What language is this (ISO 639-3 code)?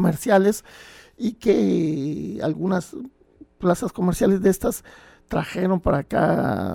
spa